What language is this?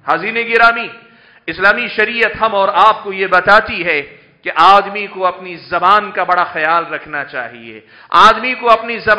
Urdu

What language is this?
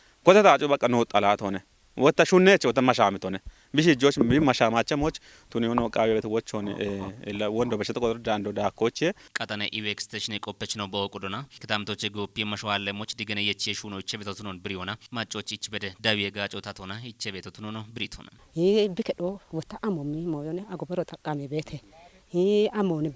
Kafa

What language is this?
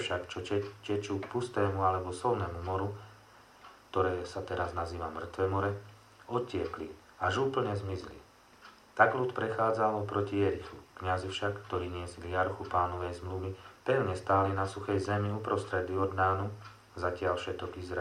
Slovak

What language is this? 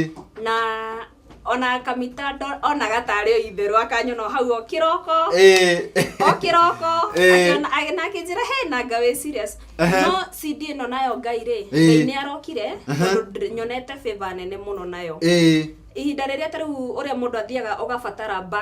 Kikuyu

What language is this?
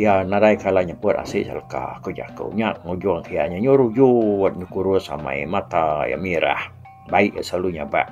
Iban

